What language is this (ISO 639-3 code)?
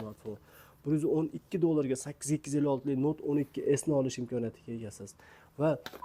uzb